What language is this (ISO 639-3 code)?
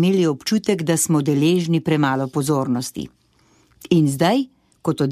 slv